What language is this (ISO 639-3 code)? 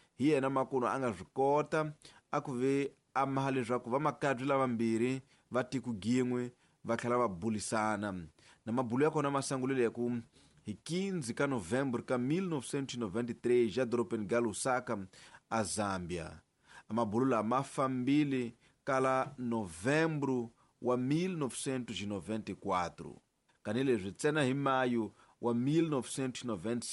tso